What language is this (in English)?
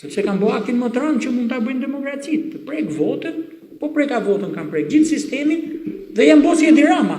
Albanian